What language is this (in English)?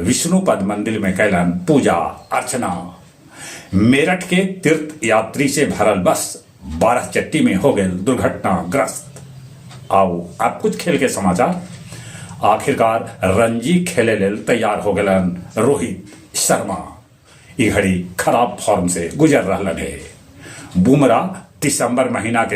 Magahi